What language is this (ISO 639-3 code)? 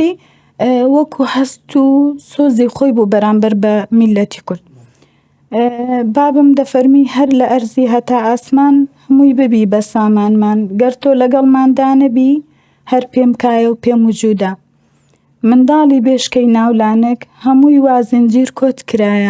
ckb